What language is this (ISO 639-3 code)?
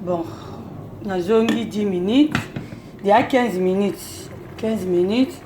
lin